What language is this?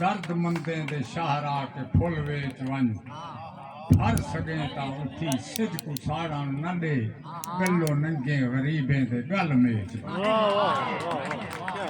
Saraiki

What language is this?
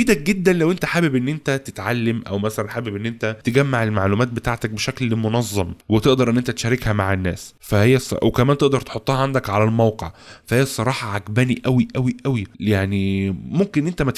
Egyptian Arabic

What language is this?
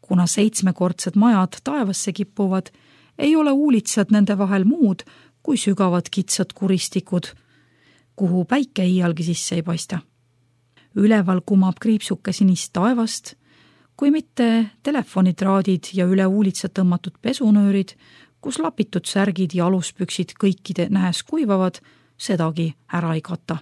Estonian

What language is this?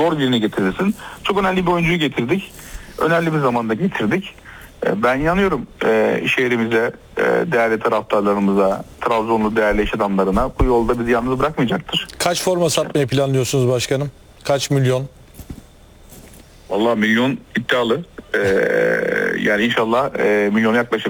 Turkish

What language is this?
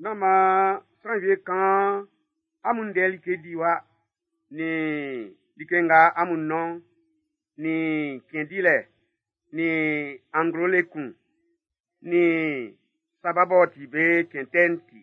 Baoulé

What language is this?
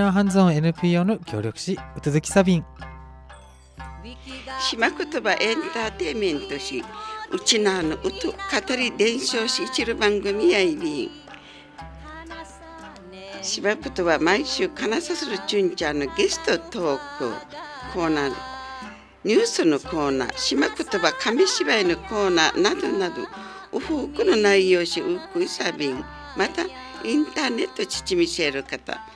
Japanese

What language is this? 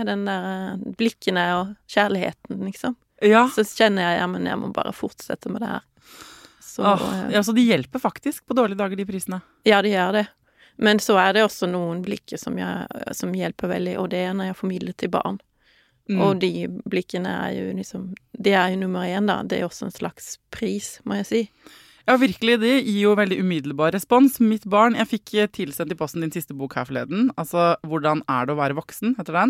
Norwegian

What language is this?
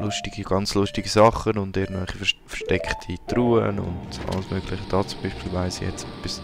Swiss German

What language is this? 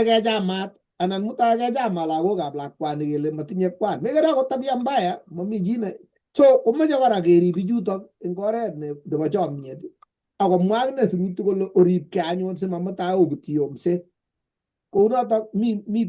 Kalenjin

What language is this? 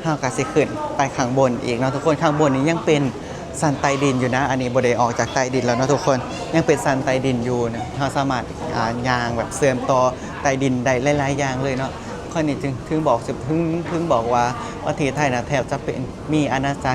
Lao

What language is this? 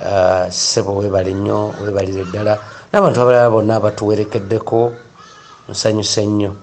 Ganda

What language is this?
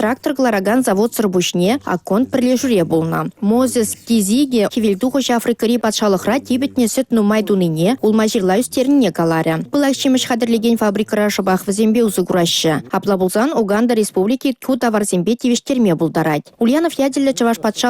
Chuvash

